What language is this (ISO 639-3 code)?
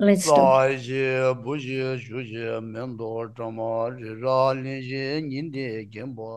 bod